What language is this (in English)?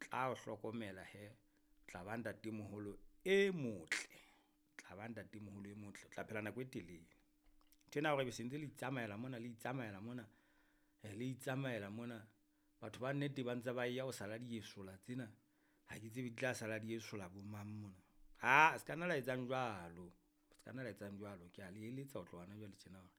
Southern Sotho